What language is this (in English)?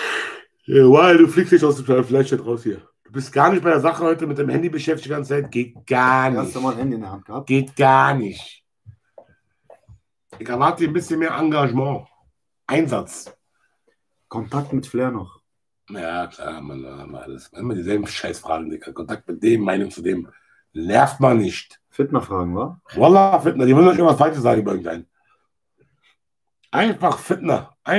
German